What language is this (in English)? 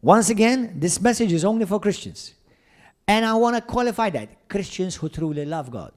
English